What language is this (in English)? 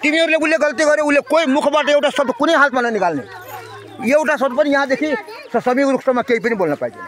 Nepali